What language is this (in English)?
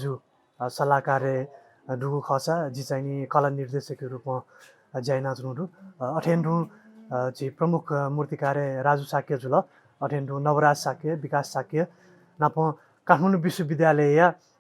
Newari